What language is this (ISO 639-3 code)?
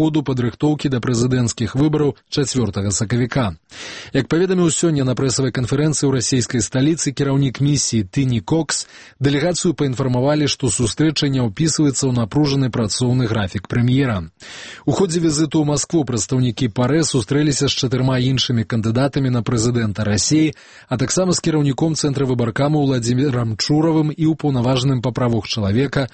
bel